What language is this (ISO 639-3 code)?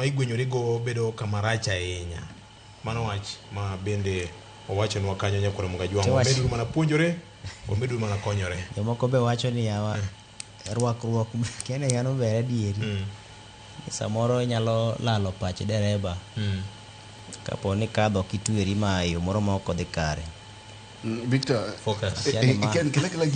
luo